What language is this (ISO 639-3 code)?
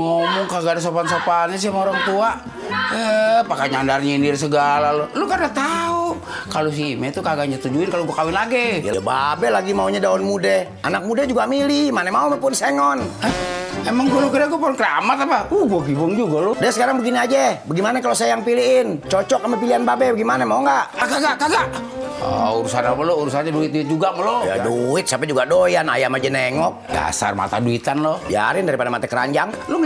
bew